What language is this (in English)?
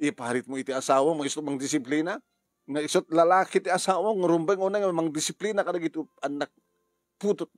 Iloko